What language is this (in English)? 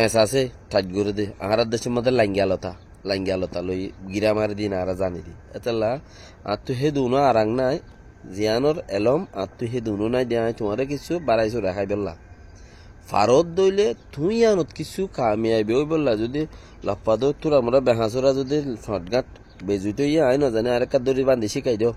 Rohingya